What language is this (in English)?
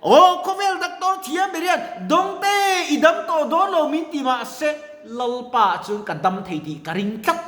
Mizo